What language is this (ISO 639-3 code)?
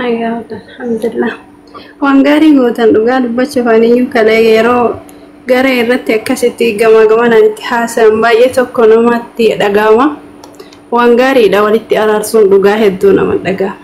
orm